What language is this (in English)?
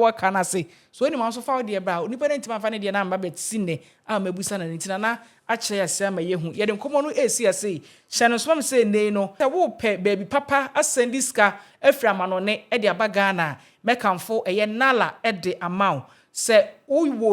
Akan